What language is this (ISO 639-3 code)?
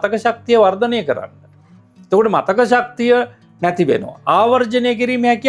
sin